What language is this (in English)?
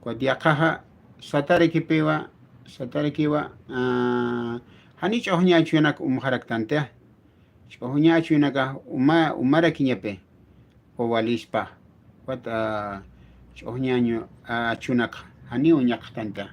Aymara